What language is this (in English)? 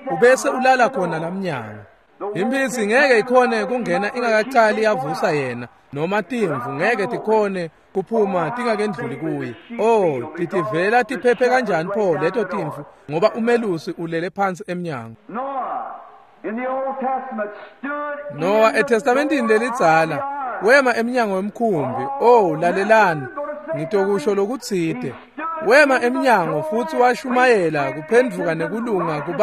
Swati